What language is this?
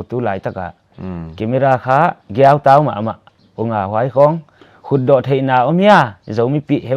Paite Chin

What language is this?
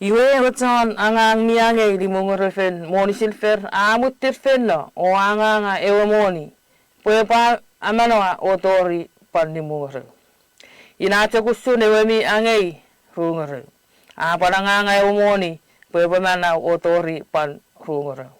Chuukese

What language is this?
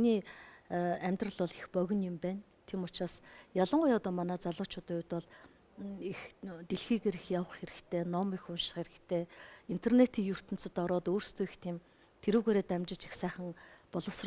Mongolian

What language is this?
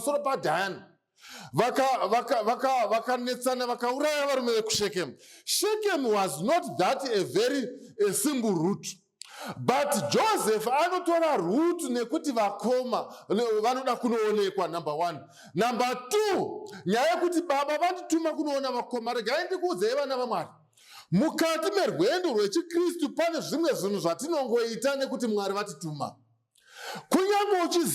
Shona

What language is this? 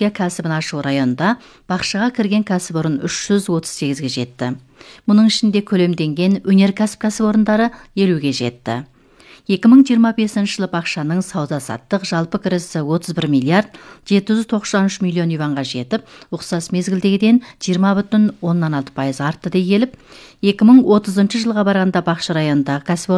Kazakh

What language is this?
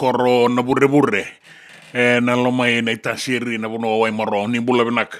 Fijian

